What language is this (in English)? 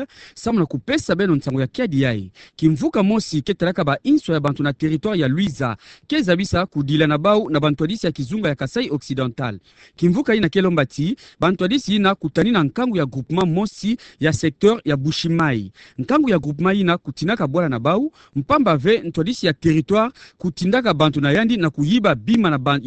Kituba (Democratic Republic of Congo)